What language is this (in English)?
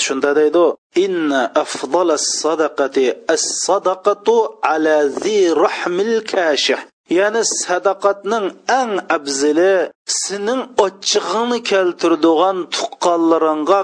Uyghur